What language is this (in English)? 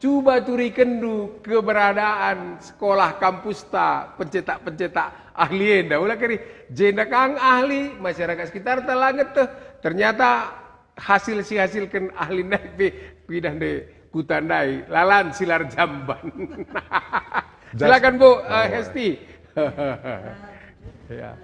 Batak Karo